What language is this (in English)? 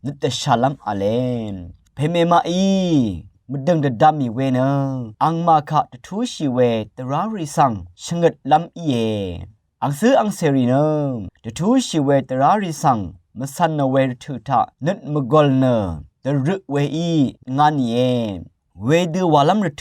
Rawang